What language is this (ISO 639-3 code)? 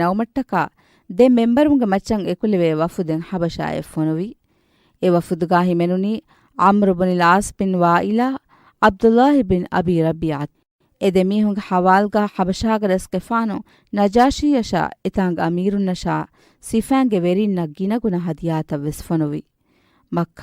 div